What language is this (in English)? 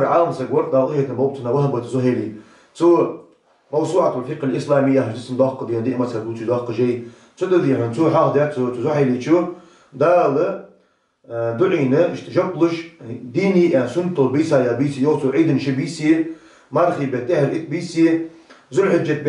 Ingush